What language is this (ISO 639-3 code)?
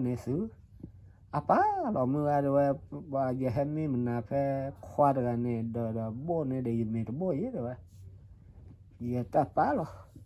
ksw